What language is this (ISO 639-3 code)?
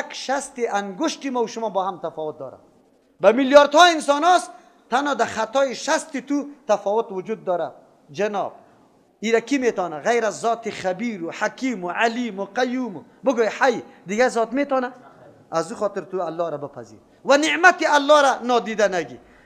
fas